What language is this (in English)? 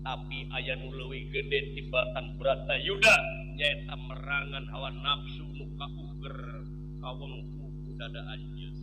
Sundanese